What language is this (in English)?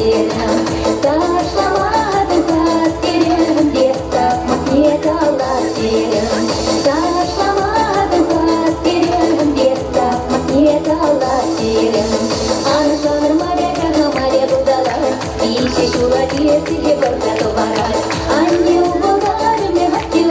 Chuvash